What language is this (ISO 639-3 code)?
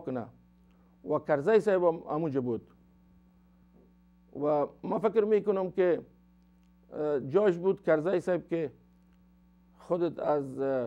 fas